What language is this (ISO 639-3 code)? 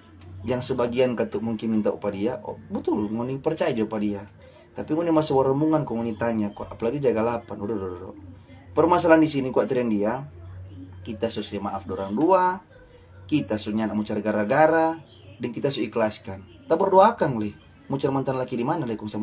xmm